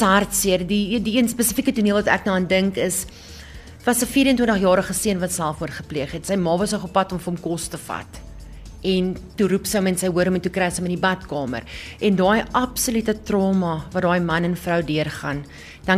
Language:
Afrikaans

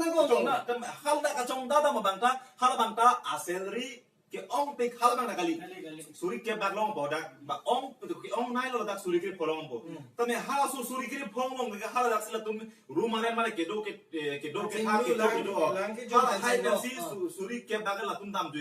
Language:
Karbi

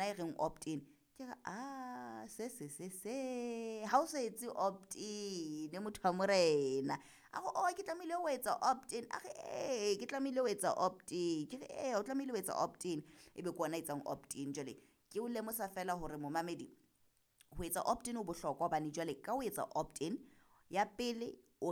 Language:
Southern Sotho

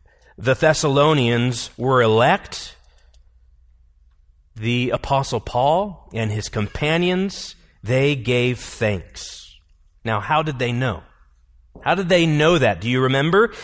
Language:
English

